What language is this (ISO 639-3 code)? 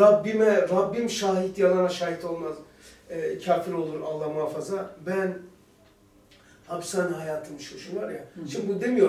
tur